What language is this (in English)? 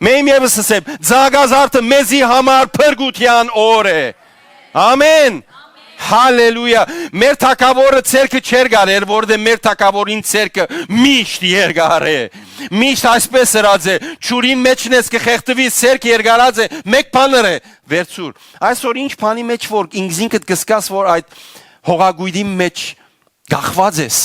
Western Armenian